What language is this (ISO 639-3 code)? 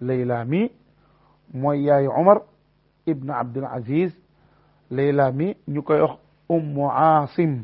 wol